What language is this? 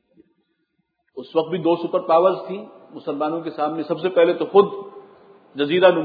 Urdu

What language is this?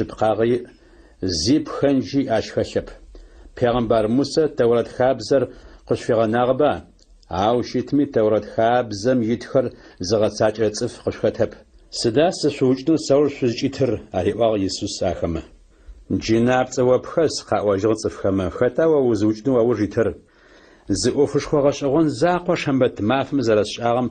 Adyghe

